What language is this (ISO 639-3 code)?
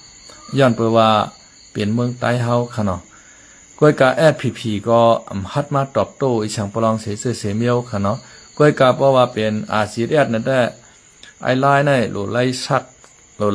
shn